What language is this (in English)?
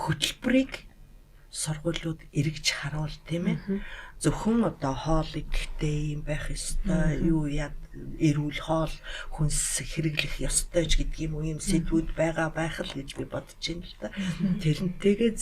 Mongolian